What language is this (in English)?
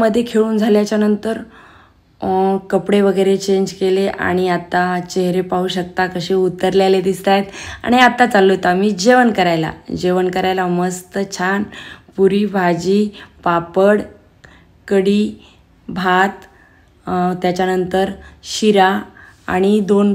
Marathi